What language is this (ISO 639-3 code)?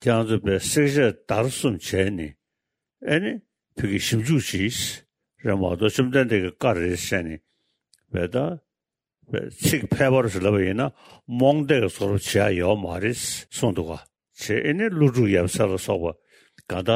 bod